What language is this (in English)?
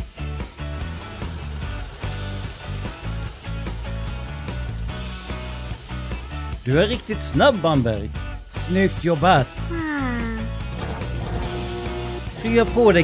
Swedish